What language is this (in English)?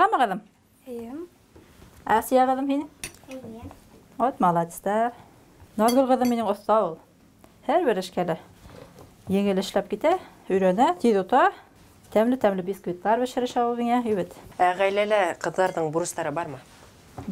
Bashkir